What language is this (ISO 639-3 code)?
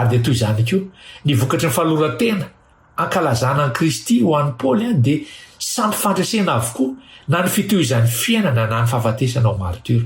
mlg